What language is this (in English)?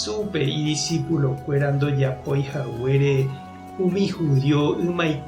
Guarani